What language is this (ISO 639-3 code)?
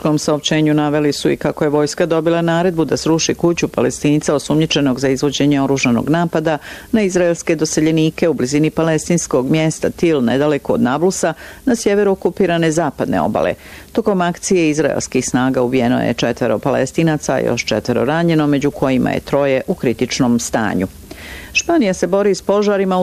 bos